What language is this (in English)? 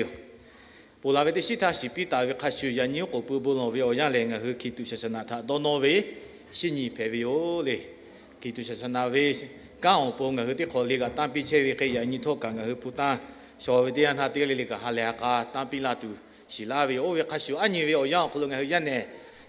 Lahu